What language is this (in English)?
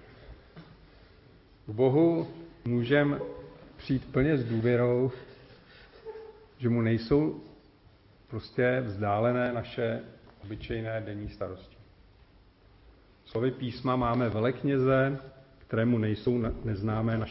Czech